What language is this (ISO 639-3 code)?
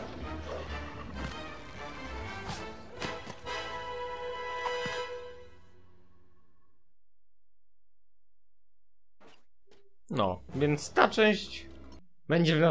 pol